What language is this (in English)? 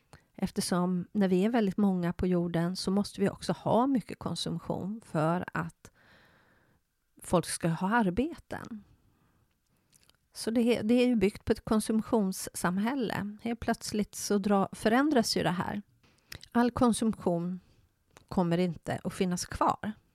Swedish